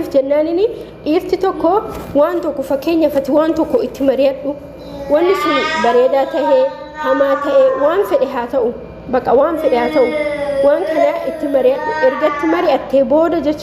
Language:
Oromo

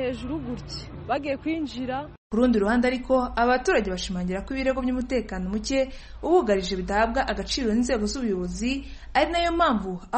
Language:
Kinyarwanda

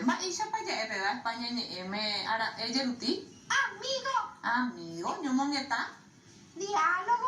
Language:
Guarani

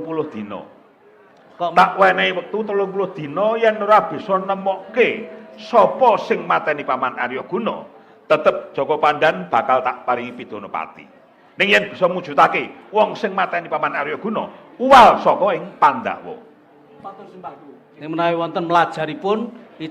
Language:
Javanese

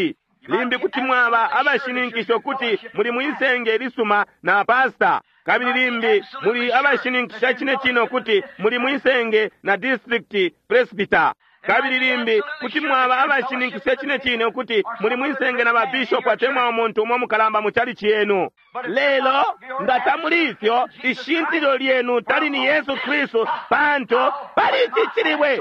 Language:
Bemba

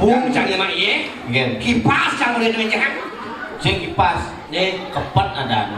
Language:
Balinese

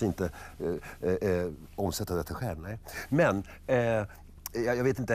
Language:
Swedish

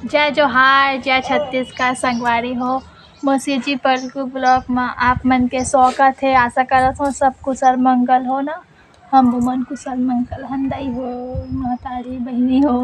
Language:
Chhattisgarhi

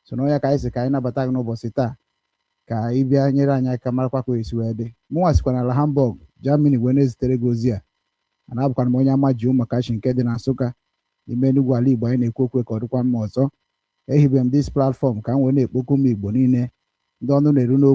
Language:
Igbo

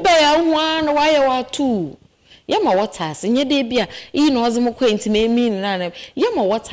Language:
Akan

